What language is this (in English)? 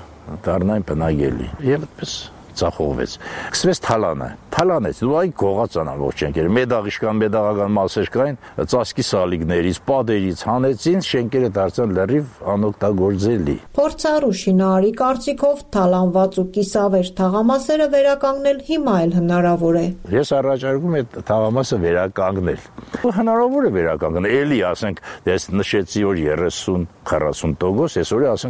Armenian